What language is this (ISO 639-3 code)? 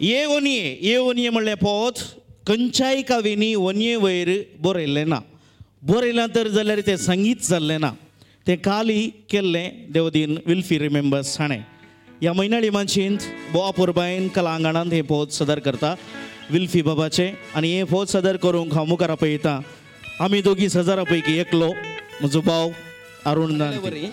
kok